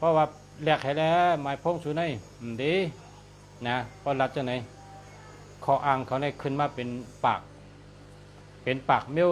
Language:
Shan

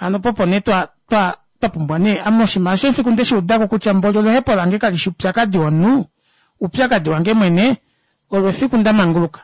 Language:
Kuanyama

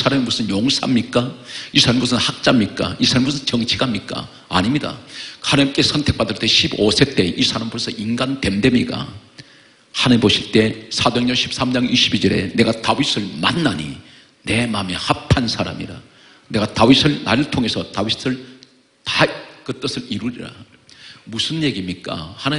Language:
Korean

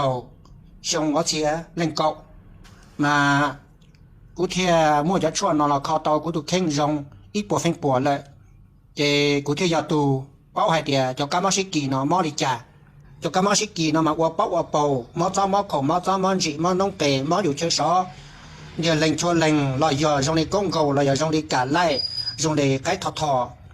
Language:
Hmong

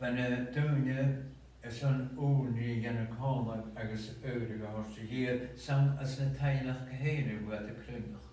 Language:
Scottish Gaelic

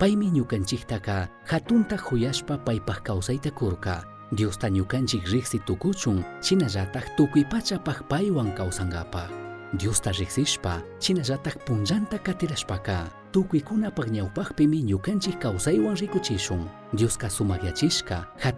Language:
Chimborazo Highland Quichua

